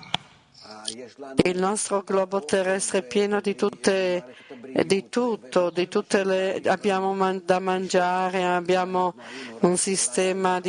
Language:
Italian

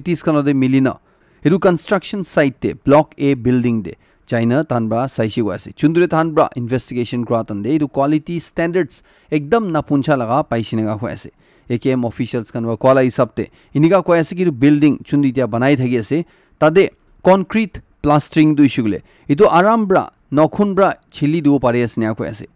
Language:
Naga Pidgin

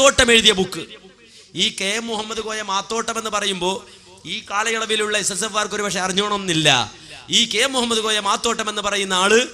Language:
Malayalam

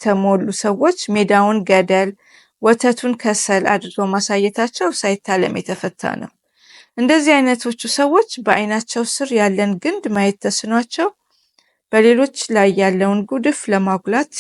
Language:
Amharic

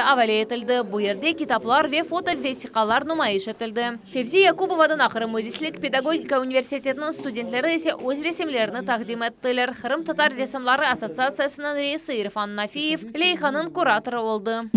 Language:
Crimean Tatar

